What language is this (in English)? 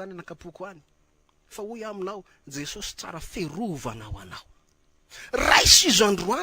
Malagasy